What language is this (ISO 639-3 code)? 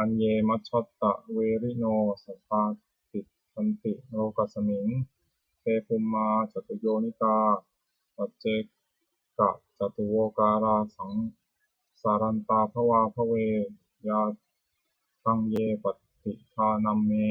pli